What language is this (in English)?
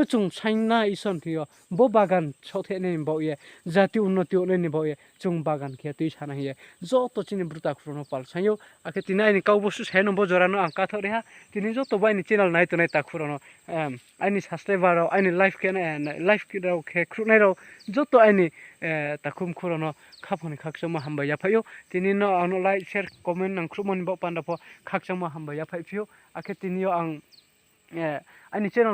Riang (India)